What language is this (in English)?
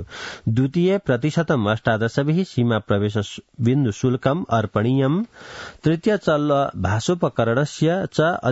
Sanskrit